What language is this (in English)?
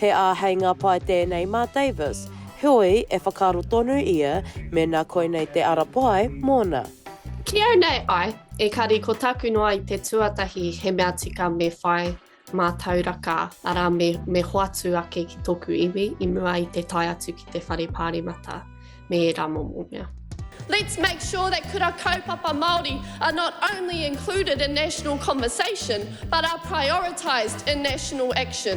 Māori